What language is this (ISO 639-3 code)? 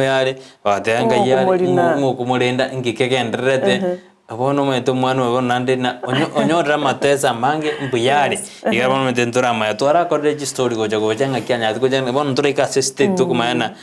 guz